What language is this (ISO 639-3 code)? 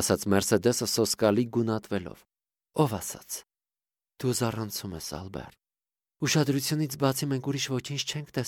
hye